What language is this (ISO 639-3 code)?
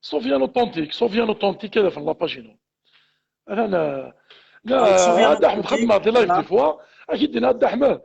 kab